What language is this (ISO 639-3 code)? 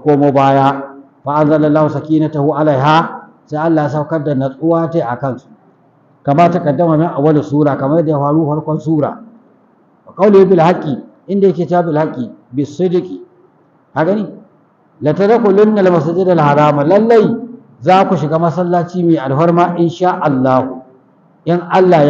hau